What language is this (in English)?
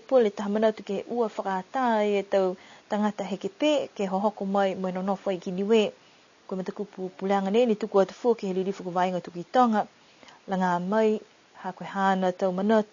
Niuean